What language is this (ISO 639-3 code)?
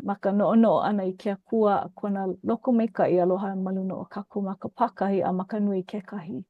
haw